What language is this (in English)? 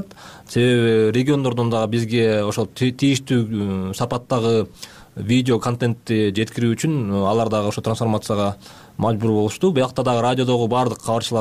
Kyrgyz